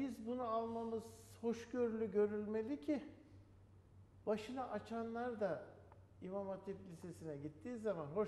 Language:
Turkish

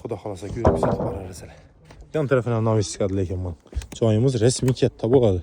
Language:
Uzbek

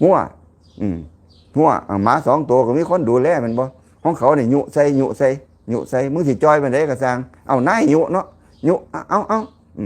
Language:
Lao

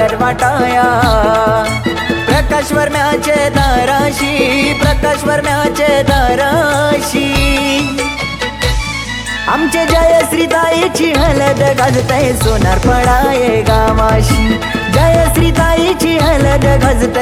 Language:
Marathi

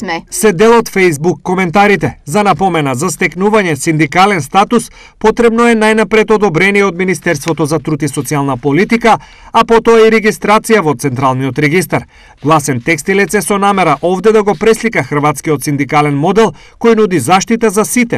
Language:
Macedonian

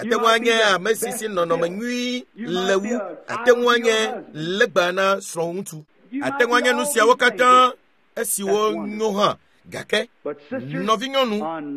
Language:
Ewe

